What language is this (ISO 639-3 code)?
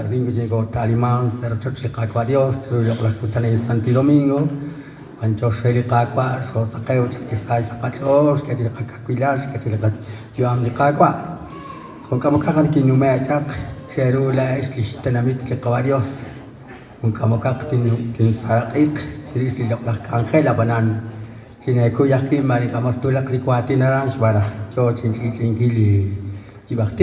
kek